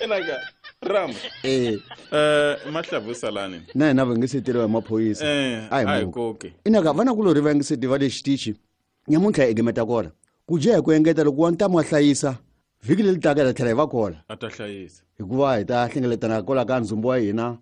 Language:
Tsonga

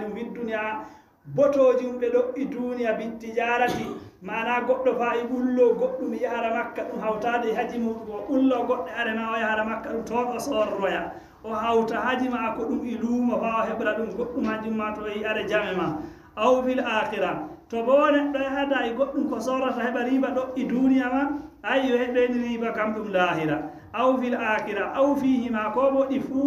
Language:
Fula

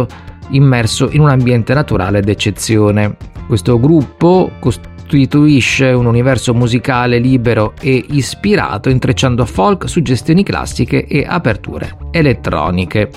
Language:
Italian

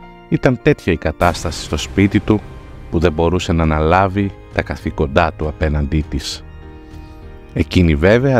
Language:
Greek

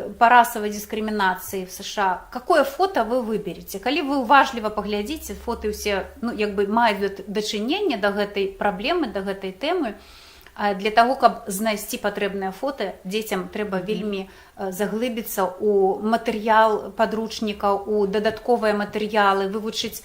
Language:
Belarusian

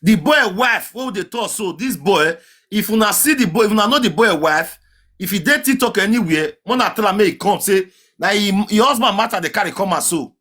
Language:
Nigerian Pidgin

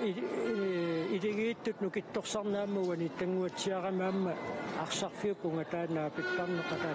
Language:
Kalaallisut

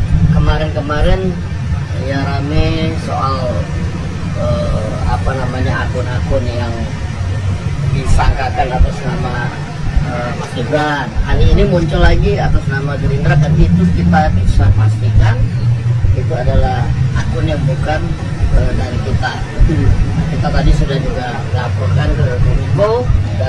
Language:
Indonesian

